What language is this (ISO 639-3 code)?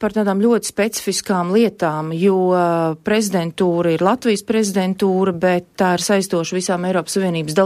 lav